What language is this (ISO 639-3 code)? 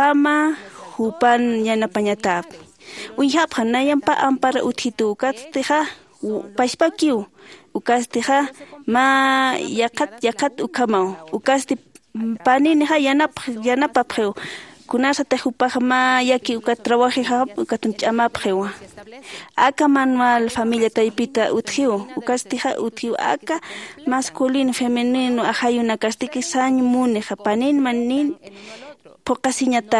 aym